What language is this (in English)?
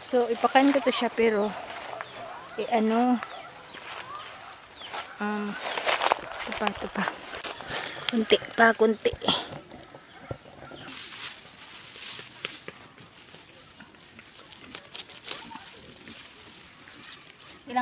Filipino